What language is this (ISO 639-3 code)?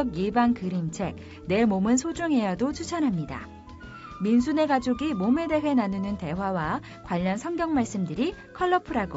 kor